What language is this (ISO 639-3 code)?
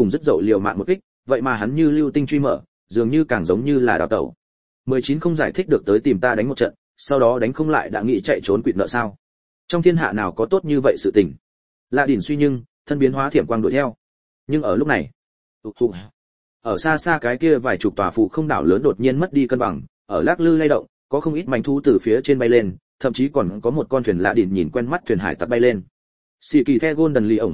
vie